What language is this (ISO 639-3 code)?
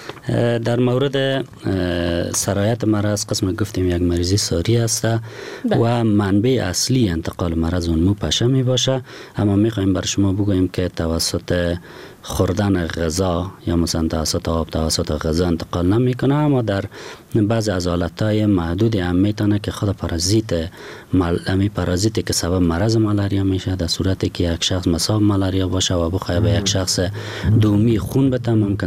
fas